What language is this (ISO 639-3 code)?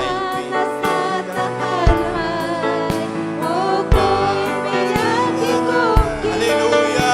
quy